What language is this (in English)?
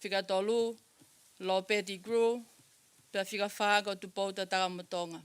Tongan